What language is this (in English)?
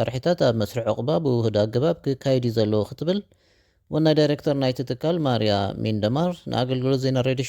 Tigrinya